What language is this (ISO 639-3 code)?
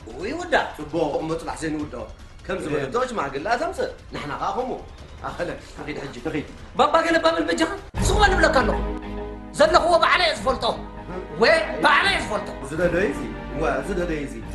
tir